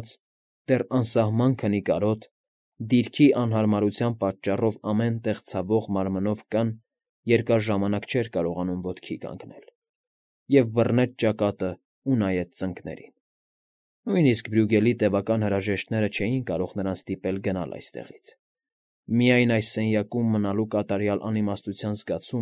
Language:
Armenian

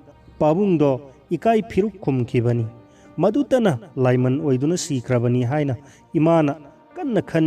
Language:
Manipuri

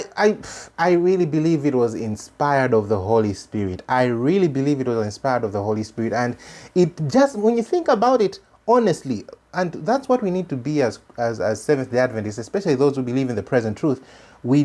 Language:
English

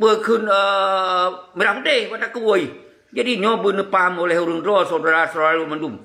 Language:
Achinese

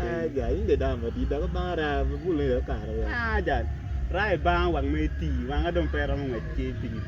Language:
Acoli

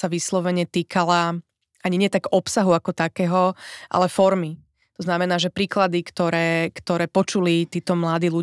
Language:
Slovak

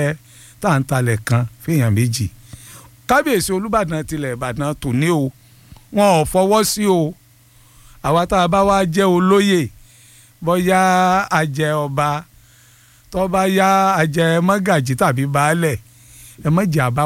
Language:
Yoruba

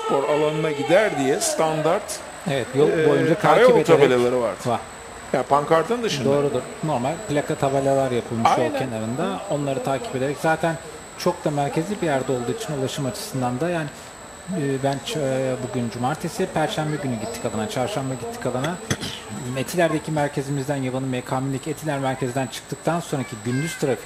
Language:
Turkish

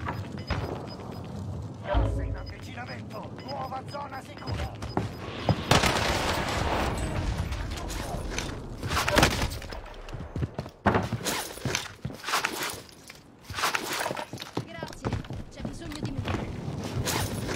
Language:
Italian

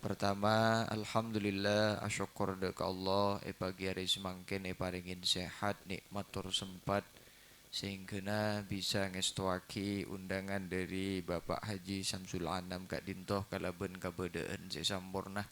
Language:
Madurese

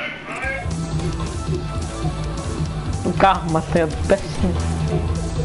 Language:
Icelandic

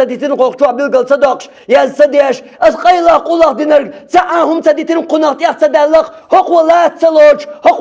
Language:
Chechen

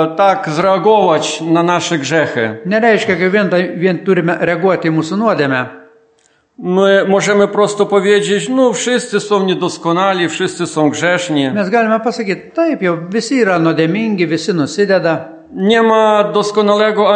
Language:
Polish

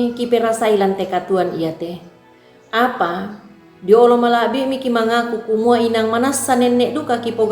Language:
Toraja-Sa'dan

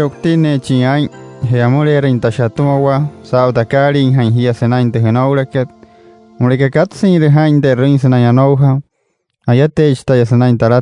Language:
Wayuu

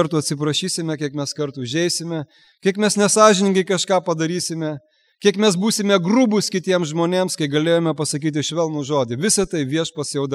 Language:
Lithuanian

